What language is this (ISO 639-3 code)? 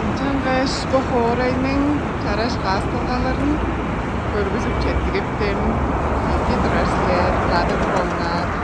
tyv